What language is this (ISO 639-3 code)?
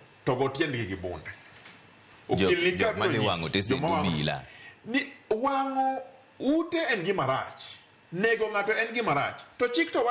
luo